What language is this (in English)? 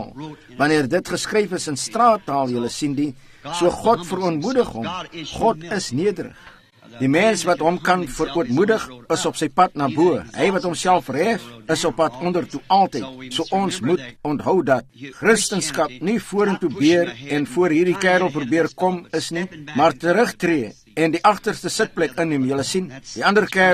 Afrikaans